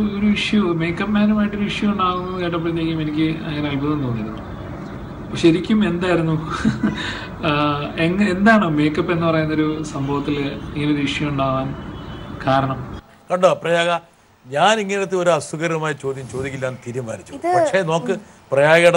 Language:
Malayalam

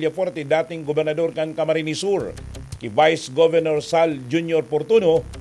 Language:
Bikol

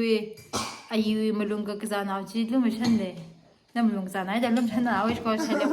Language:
Tangkhul Naga (India)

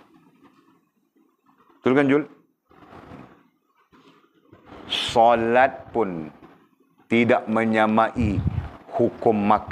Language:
Malay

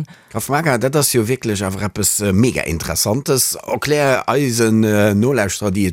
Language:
Luxembourgish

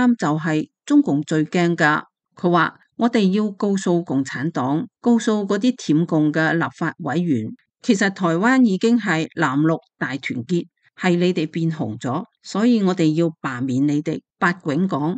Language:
Cantonese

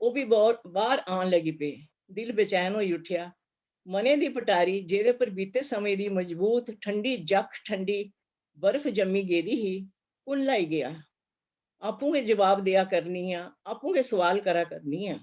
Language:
Dogri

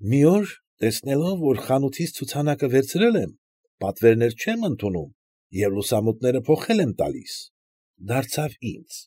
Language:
Armenian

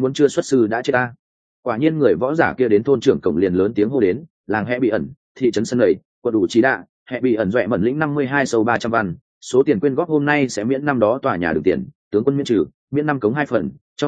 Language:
Vietnamese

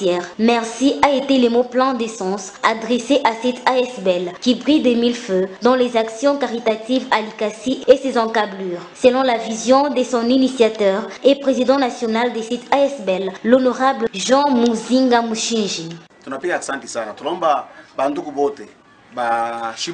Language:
French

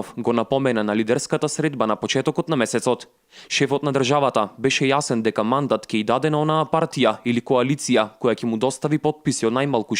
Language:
Macedonian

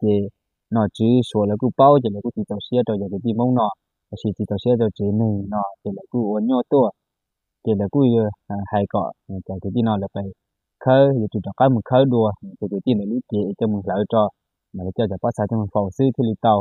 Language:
Hmong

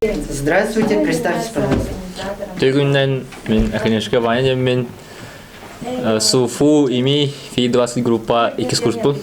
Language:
Yakut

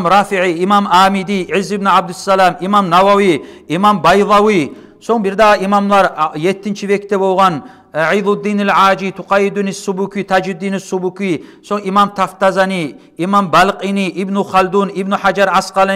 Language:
Kumyk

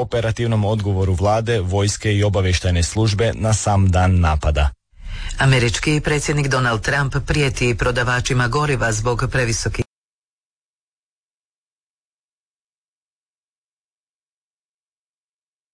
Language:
Croatian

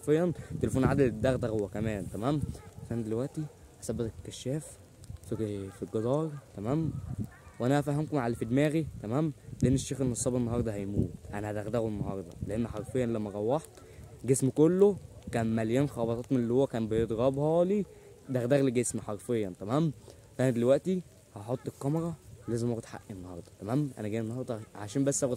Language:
Egyptian Arabic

